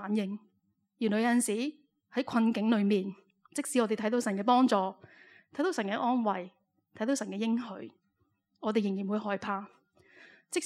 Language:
Cantonese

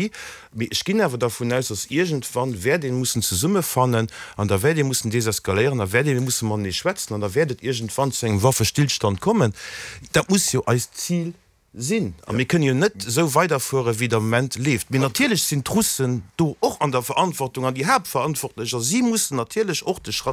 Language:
Luxembourgish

